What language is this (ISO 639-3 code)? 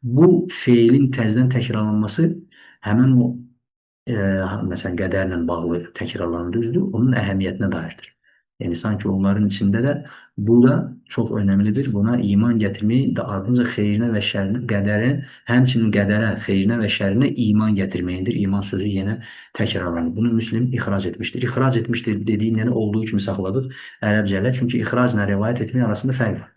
aze